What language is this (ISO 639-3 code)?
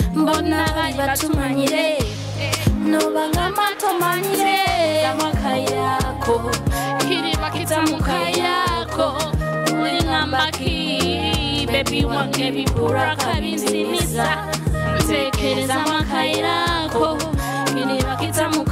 nyo